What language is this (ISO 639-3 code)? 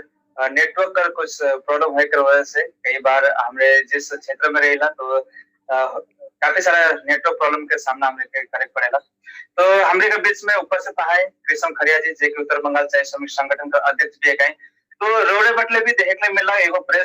sck